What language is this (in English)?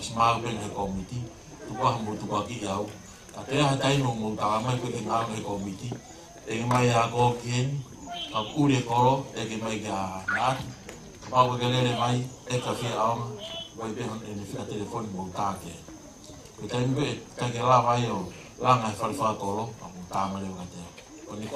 Tongan